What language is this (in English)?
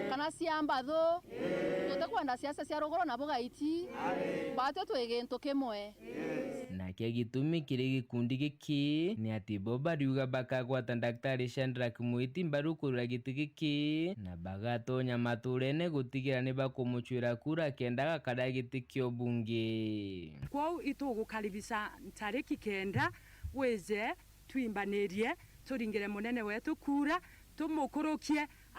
Meru